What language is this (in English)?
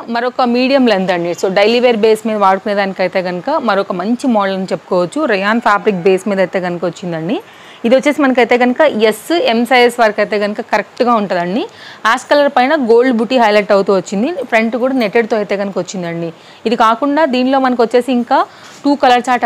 Telugu